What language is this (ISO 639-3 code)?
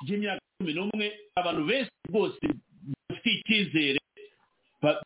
kin